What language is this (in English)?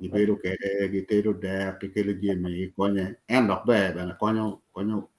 Acoli